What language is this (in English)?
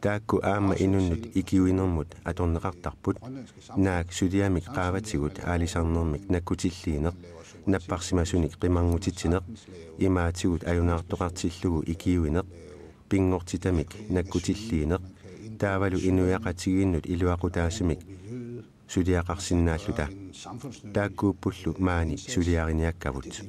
Kalaallisut